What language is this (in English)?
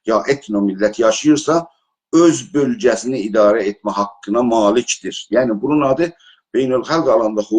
South Azerbaijani